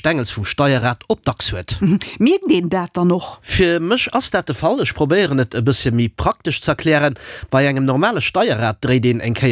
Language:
Luxembourgish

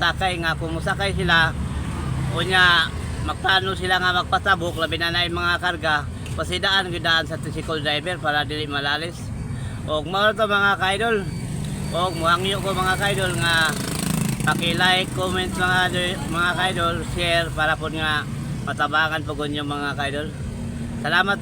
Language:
Cebuano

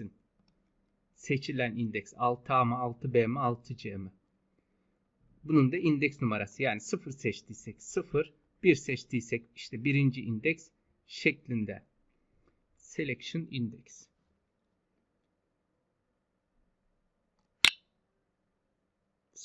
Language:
Turkish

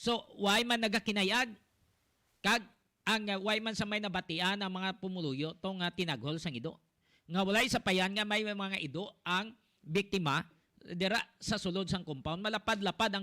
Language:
Hiligaynon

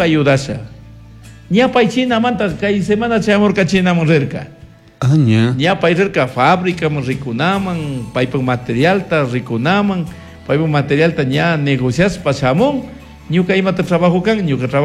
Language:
Chimborazo Highland Quichua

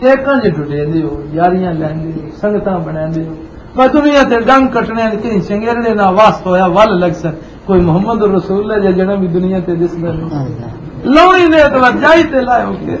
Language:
Western Panjabi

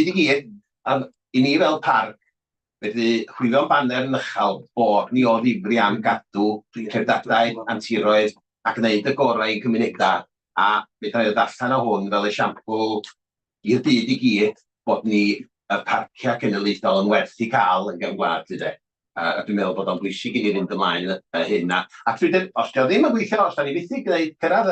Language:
Welsh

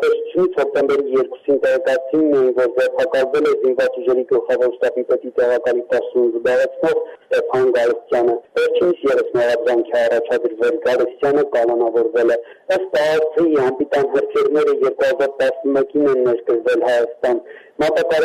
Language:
Armenian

